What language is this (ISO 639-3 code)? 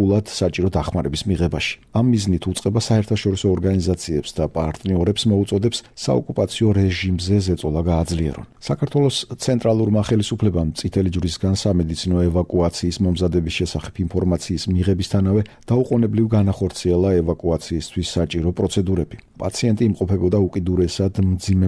kat